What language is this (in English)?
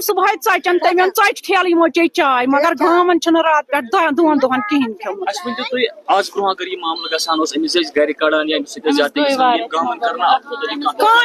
Kashmiri